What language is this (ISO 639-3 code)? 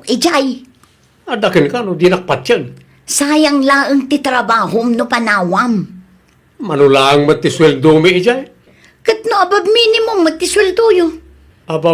ilo